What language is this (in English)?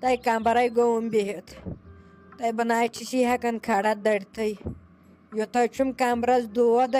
Kashmiri